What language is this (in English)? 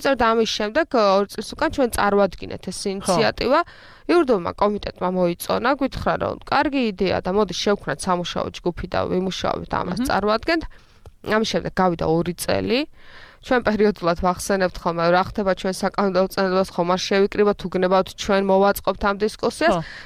Georgian